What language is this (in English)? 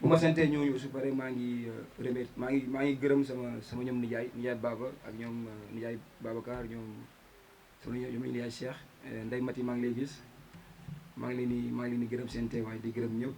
Wolof